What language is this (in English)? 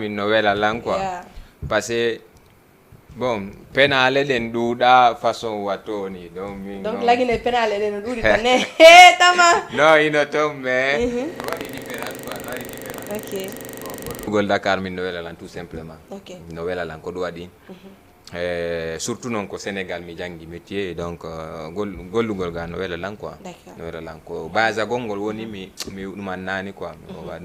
Fula